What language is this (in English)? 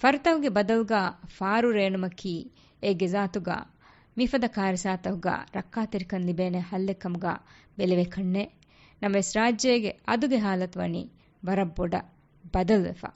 Divehi